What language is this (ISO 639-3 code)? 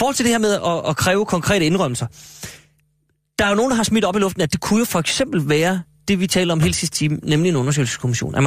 dan